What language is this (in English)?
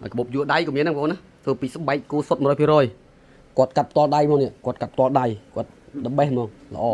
Khmer